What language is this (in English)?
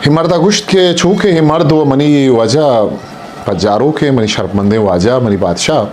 Eastern Balochi